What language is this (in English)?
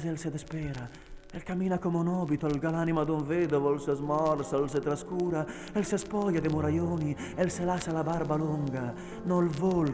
Venetian